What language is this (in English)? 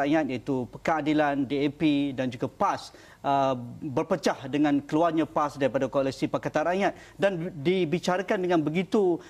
Malay